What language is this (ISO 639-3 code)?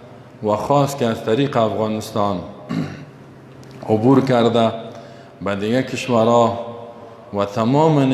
fas